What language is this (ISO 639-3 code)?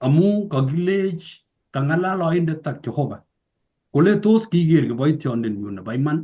kln